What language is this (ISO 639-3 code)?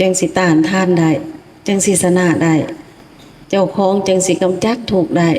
lao